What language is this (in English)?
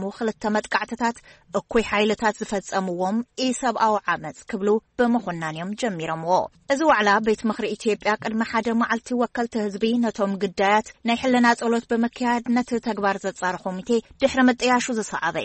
Tigrinya